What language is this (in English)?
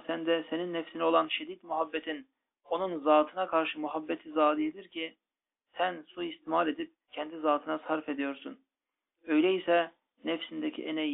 Turkish